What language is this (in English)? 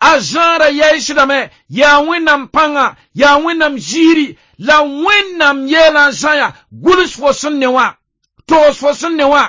Mossi